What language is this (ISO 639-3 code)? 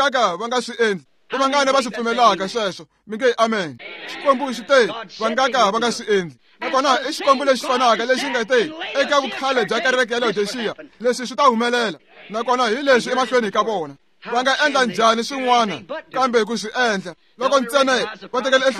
tso